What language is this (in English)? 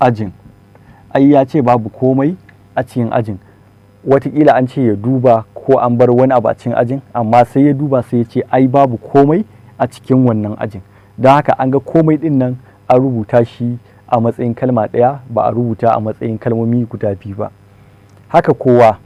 Hausa